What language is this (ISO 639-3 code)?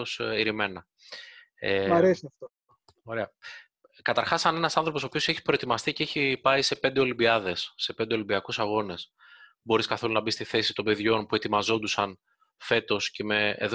ell